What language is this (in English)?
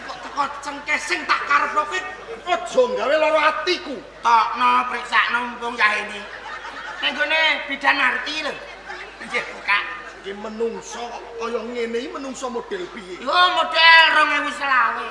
Javanese